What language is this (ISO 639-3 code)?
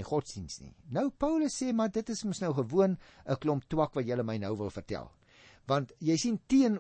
afr